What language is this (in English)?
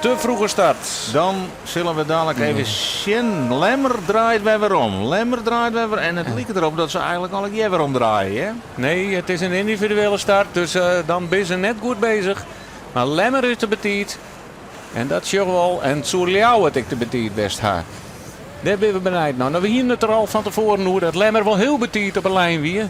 Western Frisian